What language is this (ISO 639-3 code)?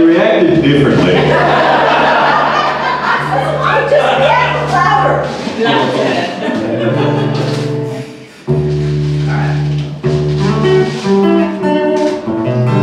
eng